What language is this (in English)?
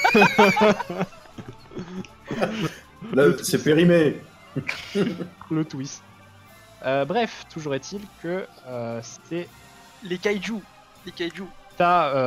French